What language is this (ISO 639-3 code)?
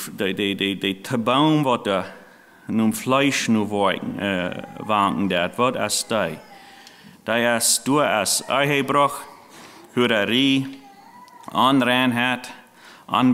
pdt